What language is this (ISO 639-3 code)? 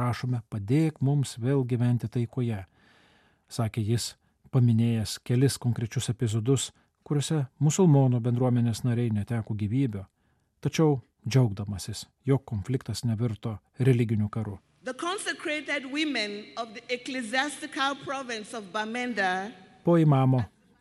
lit